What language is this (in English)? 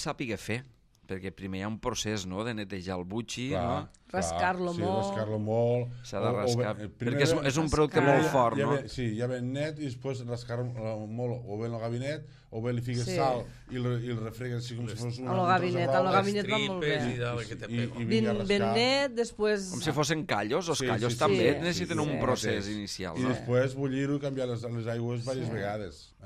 Catalan